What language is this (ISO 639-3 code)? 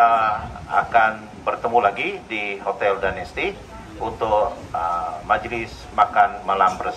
msa